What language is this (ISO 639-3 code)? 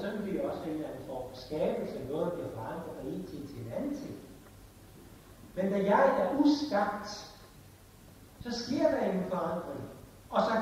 dan